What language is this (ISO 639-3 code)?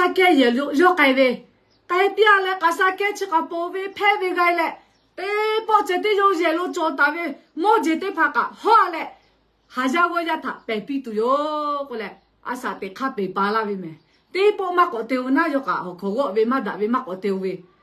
lhu